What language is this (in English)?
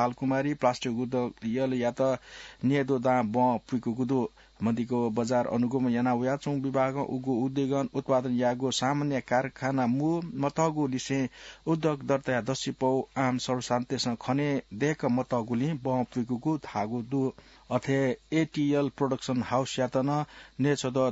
Newari